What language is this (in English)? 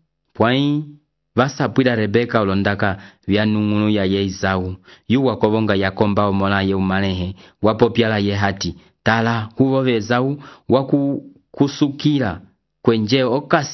Umbundu